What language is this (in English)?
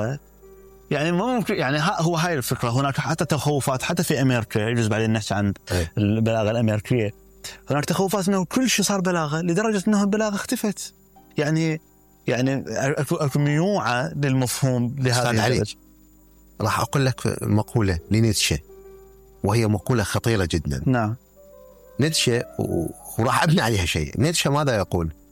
Mesopotamian Arabic